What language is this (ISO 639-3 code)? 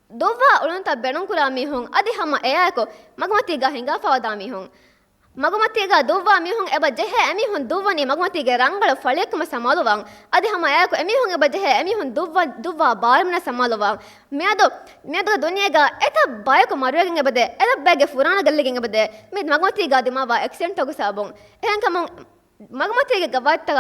div